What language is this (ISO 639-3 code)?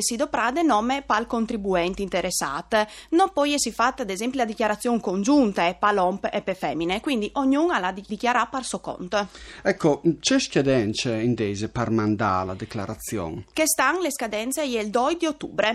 fur